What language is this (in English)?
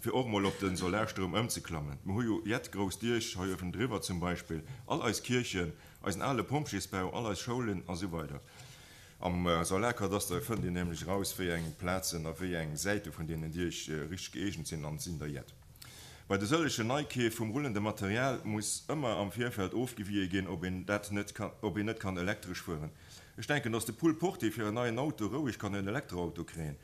Luxembourgish